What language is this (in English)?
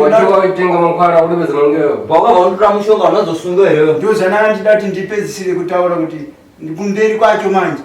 Shona